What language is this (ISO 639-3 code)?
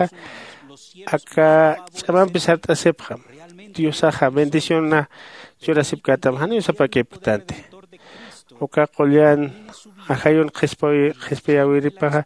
aym